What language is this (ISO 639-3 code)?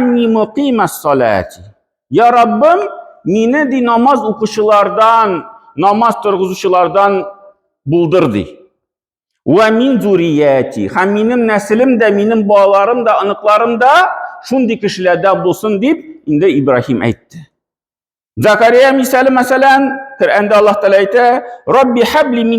tat